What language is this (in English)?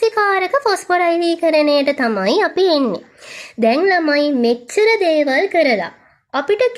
Sinhala